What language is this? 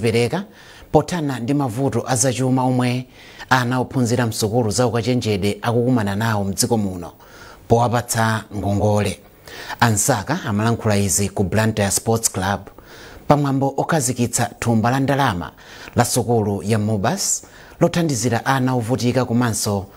Nyanja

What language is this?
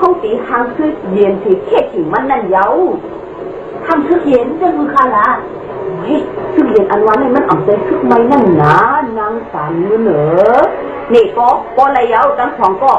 Shan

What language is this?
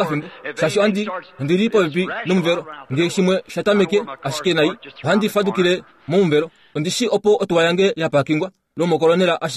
Kuanyama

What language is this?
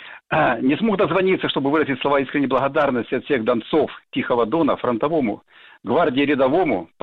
Russian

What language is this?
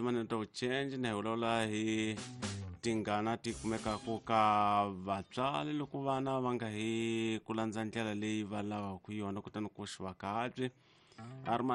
Tsonga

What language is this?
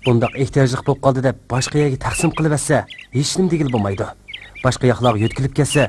Uyghur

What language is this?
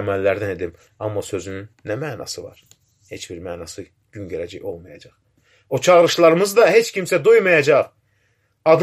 Azerbaijani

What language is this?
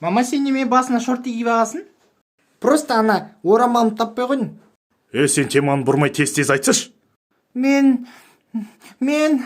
Kazakh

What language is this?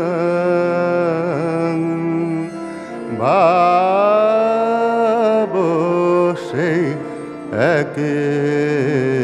Bangla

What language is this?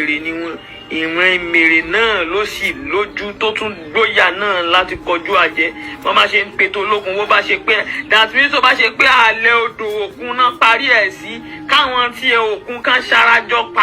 Yoruba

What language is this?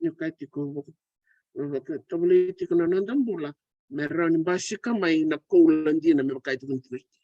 Fijian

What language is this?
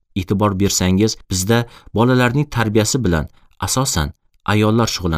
Uzbek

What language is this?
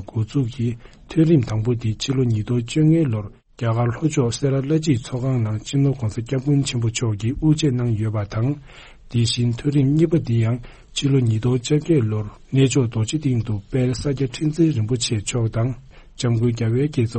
Tibetan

